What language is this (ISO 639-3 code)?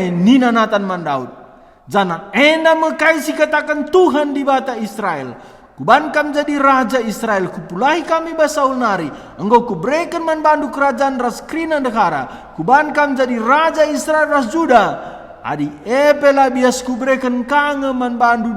btx